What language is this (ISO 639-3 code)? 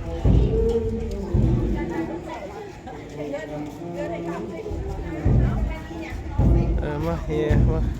lao